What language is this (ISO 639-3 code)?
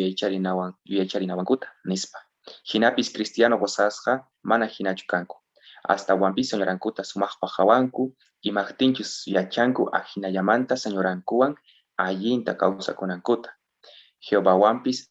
quh